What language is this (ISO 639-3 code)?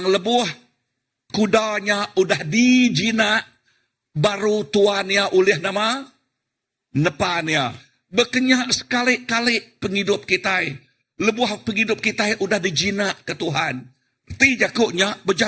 iba